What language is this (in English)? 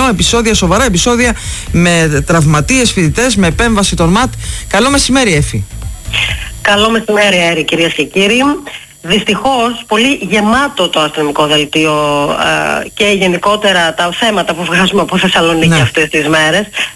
Greek